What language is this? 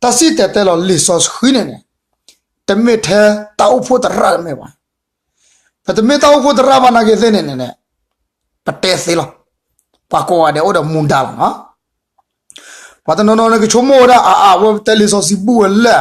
S'gaw Karen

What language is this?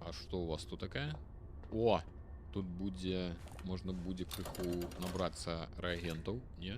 Belarusian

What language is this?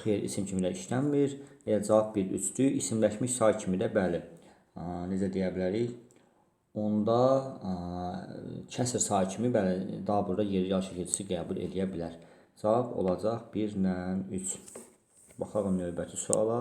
Azerbaijani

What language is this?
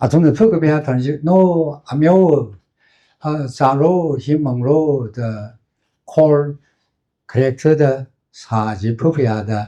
Tangkhul Naga (India)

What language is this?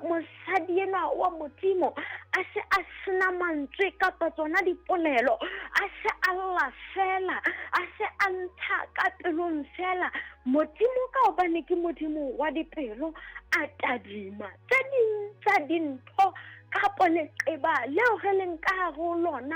Southern Sotho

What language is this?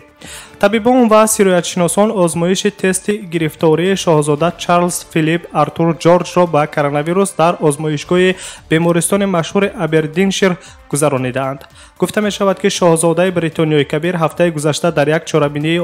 Tajik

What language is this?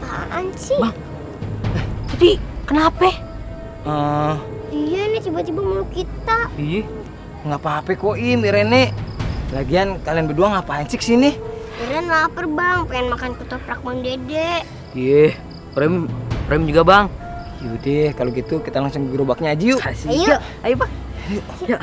Betawi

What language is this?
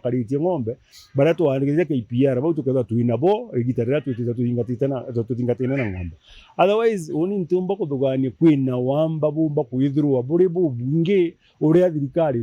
Meru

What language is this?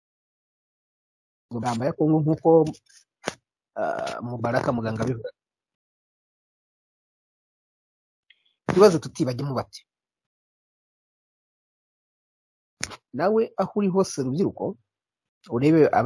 Kinyarwanda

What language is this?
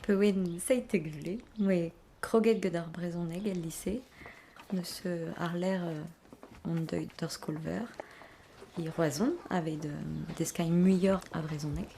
Breton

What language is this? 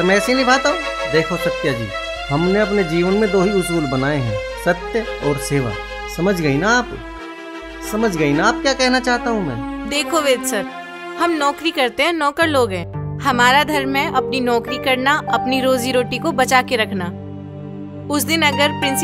Hindi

